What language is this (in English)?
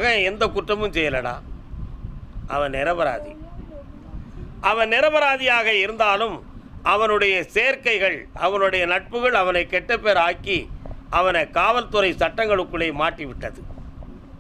Tamil